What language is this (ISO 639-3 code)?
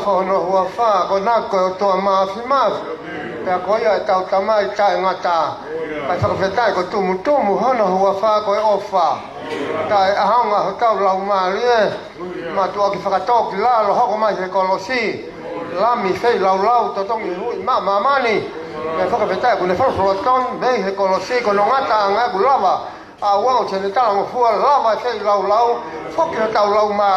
ton